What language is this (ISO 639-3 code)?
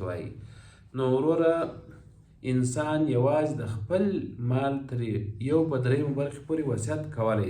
pus